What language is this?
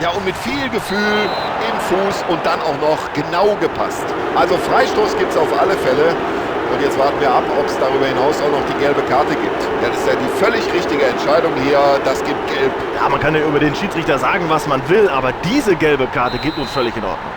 Bavarian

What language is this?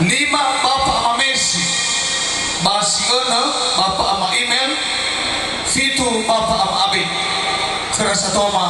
Nias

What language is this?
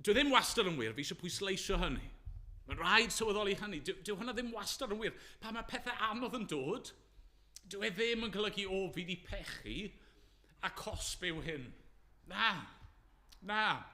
Welsh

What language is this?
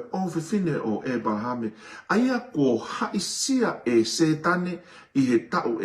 Tongan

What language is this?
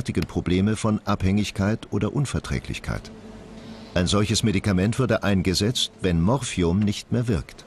German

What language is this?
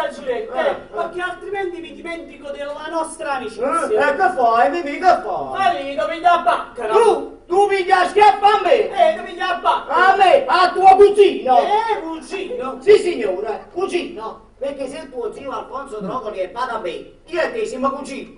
Neapolitan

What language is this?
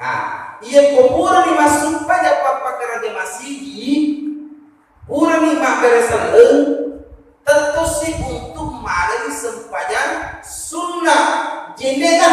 Buginese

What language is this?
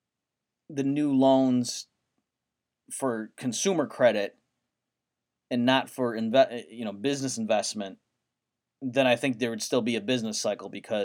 English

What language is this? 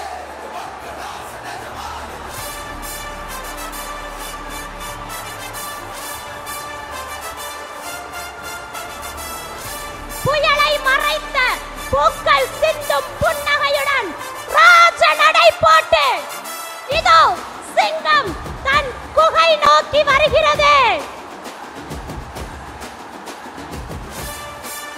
Tamil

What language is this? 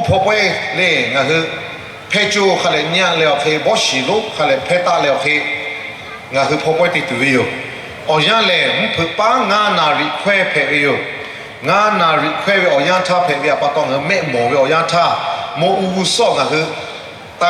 Lahu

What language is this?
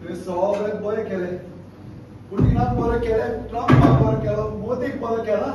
Konkani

